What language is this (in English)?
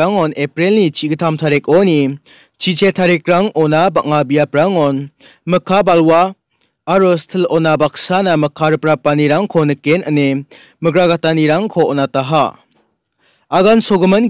Garo